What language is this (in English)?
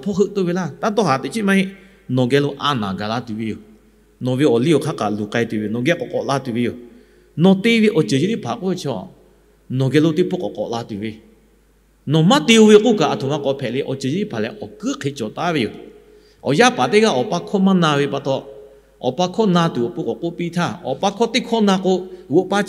Lahu